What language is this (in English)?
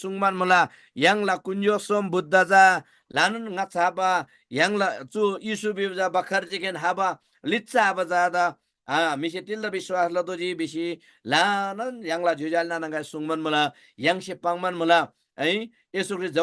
Eastern Tamang